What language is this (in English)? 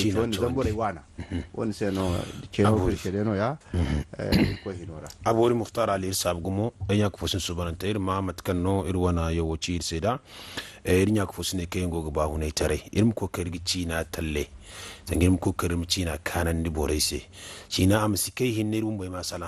Zarma